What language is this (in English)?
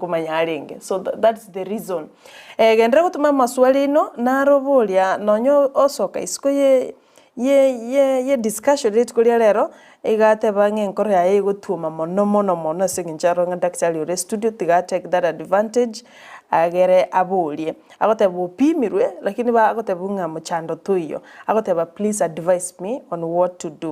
Gusii